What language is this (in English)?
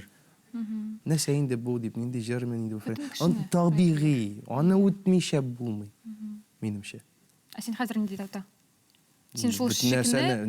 Tatar